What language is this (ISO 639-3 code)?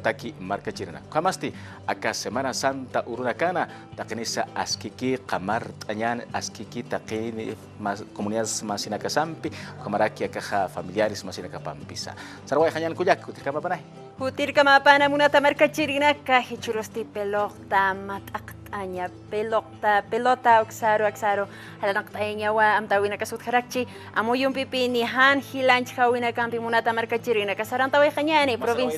aym